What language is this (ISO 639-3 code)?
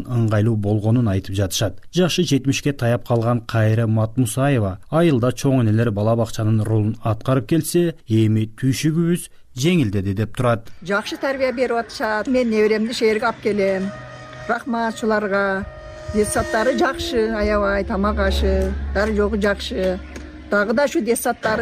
kir